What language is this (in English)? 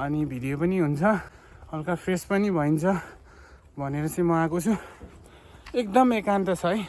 Nepali